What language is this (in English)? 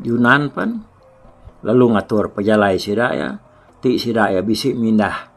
Iban